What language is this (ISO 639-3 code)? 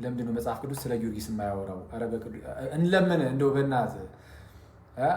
amh